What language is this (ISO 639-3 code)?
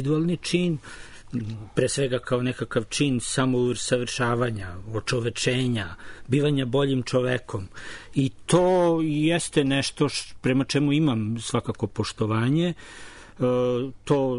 srp